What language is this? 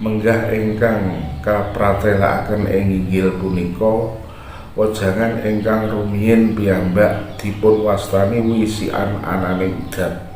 Javanese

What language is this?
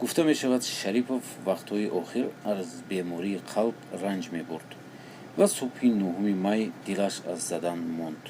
Tajik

